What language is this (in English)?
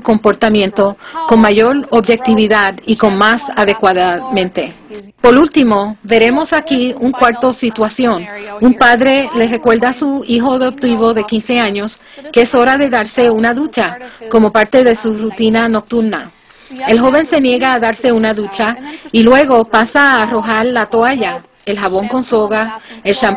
Spanish